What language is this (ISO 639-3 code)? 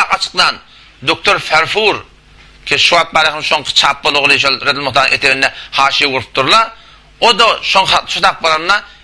tuk